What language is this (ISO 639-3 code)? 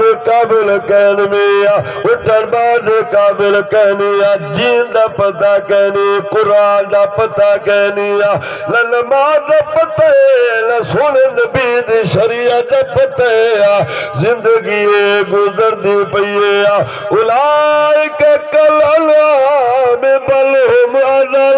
skr